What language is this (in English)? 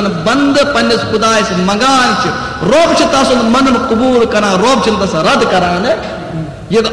Kashmiri